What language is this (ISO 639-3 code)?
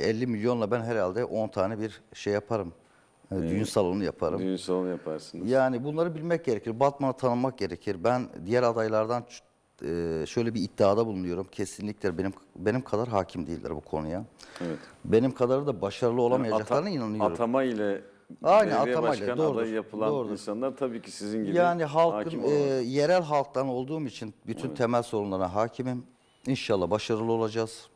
tur